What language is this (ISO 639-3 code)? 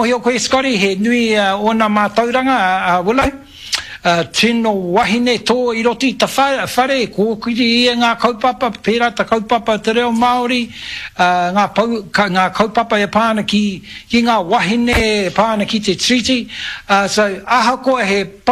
mri